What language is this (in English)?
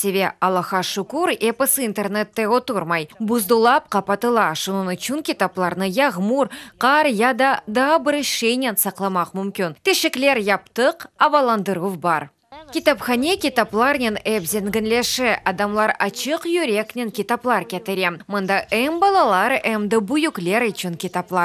Crimean Tatar